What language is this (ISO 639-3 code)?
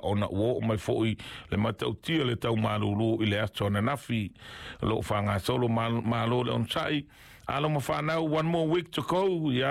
smo